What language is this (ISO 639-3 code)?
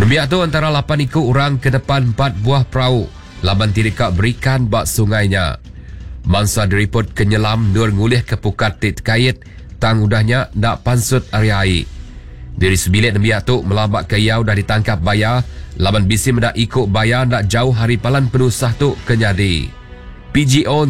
iba